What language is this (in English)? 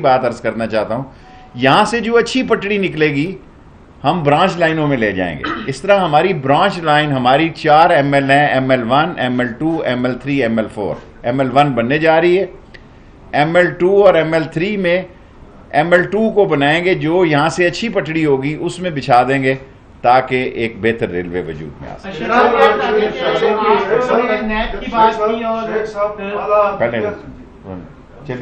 Urdu